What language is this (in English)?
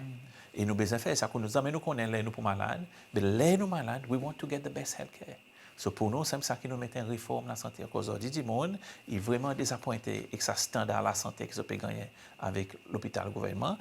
Seselwa Creole French